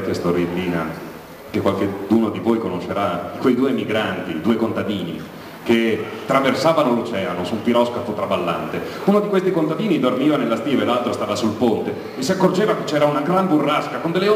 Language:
Italian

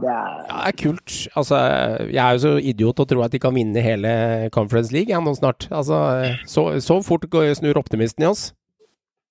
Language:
Norwegian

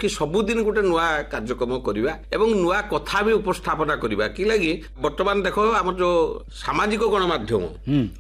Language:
Odia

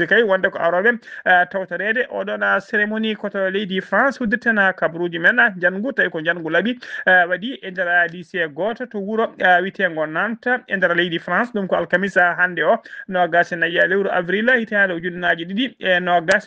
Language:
Fula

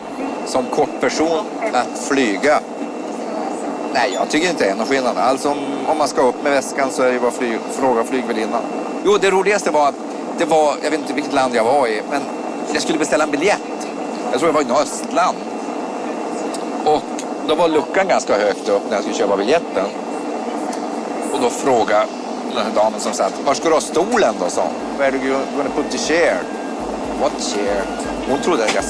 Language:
Swedish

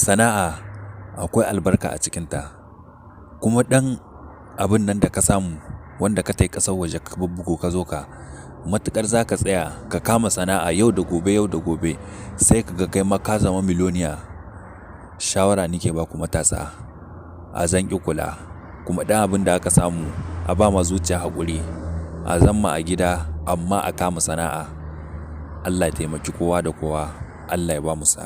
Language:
Hausa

